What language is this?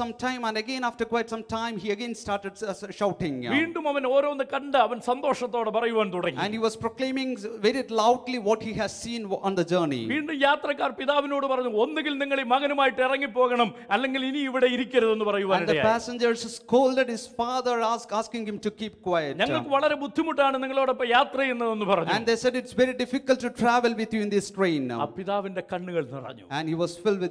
Malayalam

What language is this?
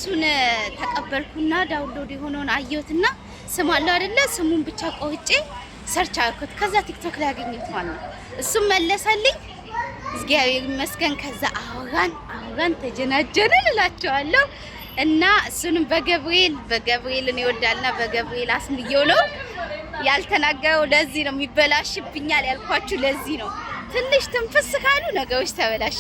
Amharic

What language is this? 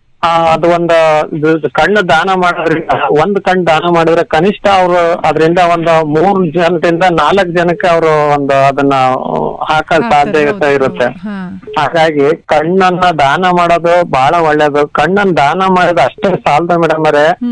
Kannada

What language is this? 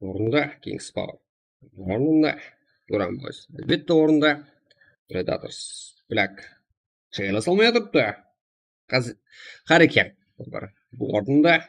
Kara-Kalpak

